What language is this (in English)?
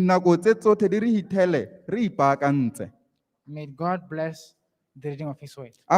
Tswana